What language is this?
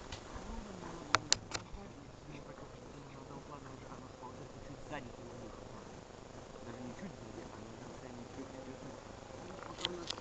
Russian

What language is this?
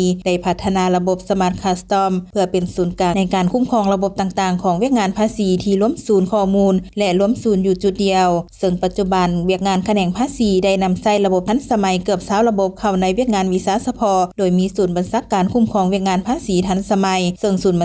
Lao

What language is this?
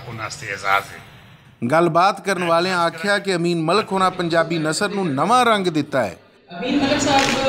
Western Panjabi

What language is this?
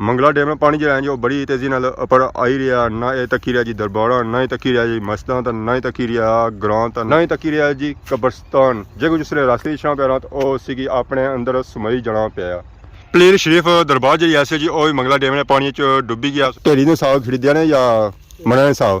Pahari-Potwari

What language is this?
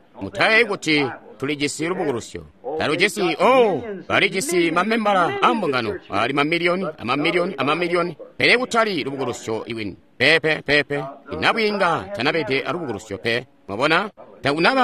Tonga (Zambia)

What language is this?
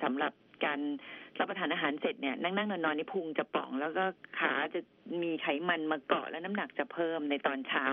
Thai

